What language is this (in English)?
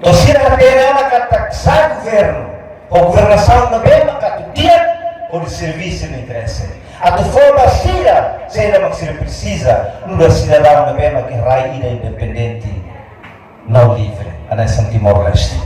Tetum